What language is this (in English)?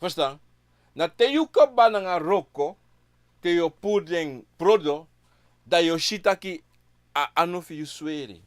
Sranan Tongo